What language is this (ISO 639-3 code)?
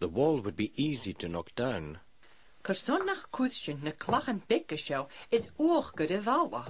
gla